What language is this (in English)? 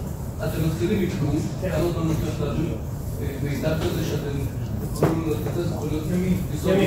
Hebrew